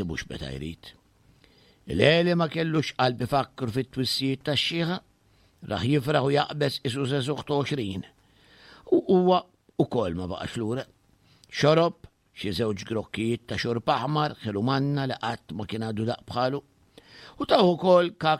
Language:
Maltese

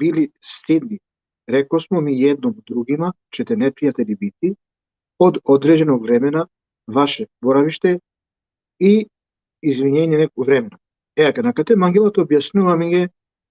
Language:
Balkan Romani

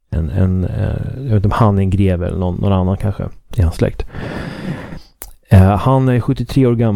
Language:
Swedish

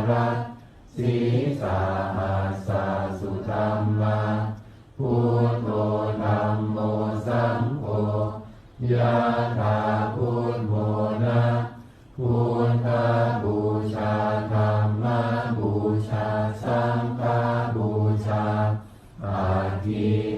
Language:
Pali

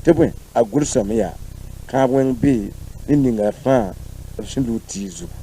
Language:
Mossi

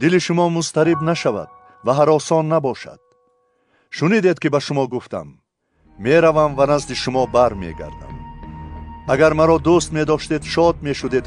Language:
Tajik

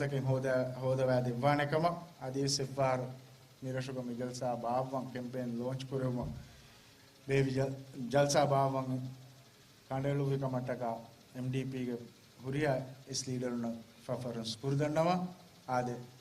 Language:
Divehi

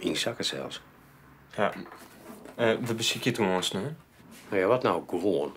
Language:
Western Frisian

